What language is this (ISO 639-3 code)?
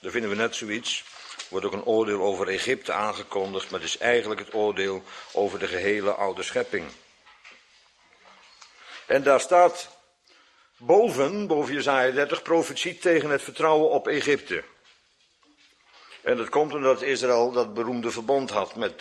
nld